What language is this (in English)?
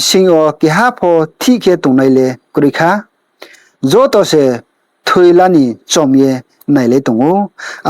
Riang (India)